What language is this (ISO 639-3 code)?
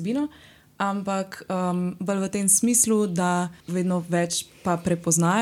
slv